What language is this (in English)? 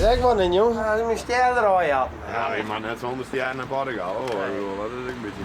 Western Frisian